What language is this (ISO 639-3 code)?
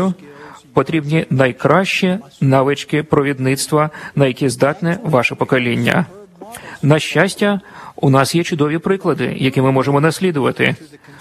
ukr